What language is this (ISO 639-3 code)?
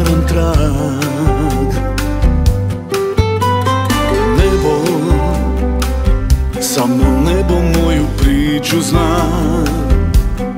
srp